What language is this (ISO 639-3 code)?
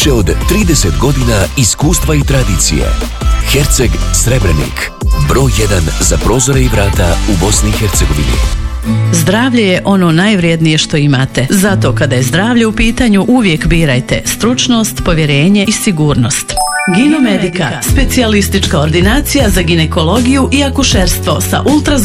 bos